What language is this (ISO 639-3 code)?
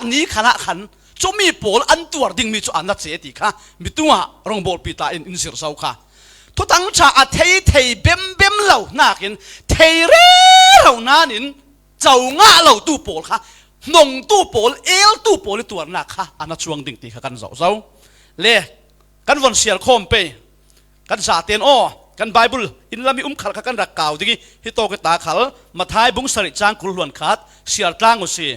cfm